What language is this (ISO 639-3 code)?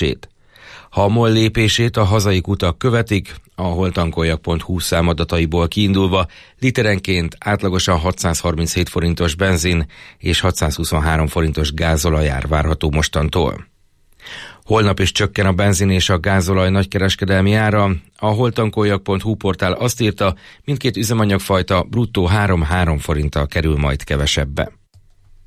hun